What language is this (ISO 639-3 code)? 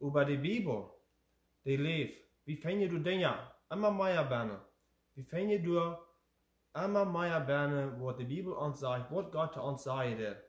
pdt